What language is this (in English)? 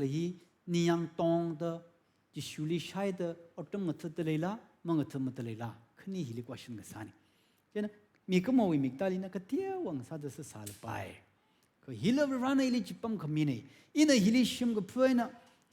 Tangkhul Naga (India)